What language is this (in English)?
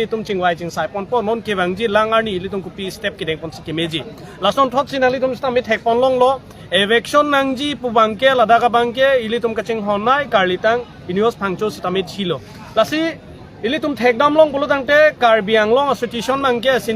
Karbi